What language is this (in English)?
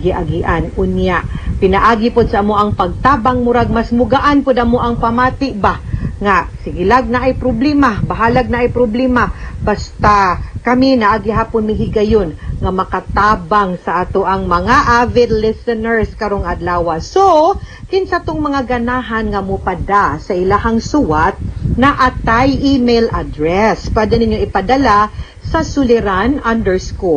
Cebuano